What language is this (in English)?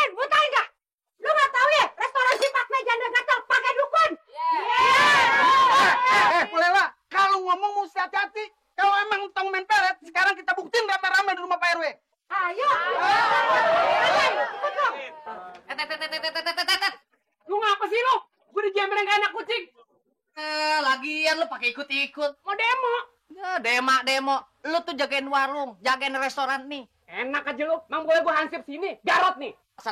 Betawi